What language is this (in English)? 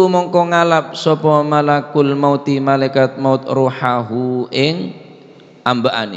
Madurese